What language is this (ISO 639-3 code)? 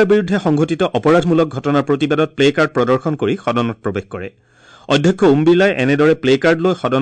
asm